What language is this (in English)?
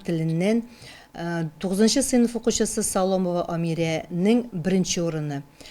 Tatar